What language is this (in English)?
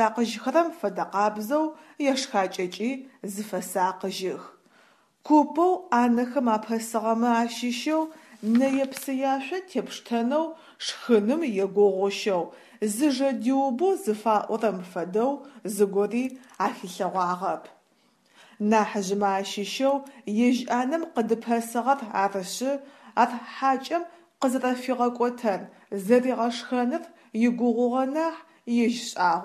Adyghe